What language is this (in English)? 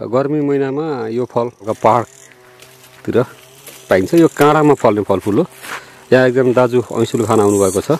Nepali